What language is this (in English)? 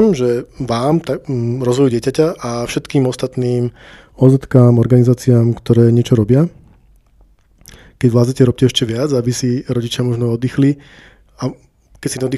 Slovak